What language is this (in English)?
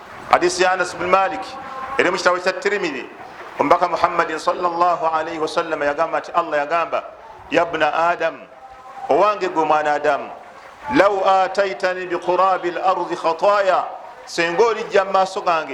Ganda